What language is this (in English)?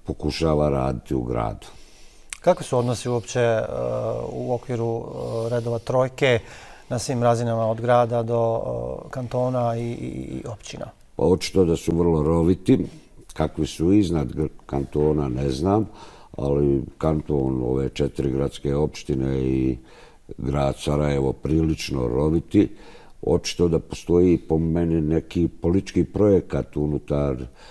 Bosnian